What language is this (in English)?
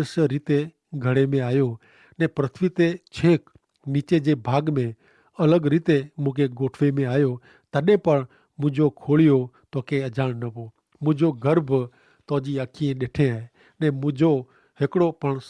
Kachhi